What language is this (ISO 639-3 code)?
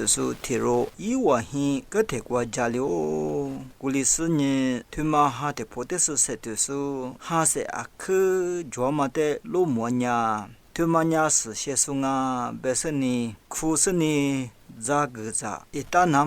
lis